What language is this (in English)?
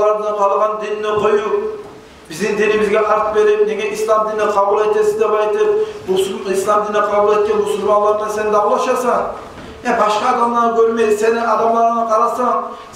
Kumyk